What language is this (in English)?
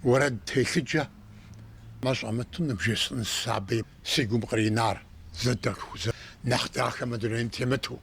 Kabardian